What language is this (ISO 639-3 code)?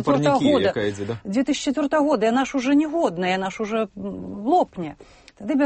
bel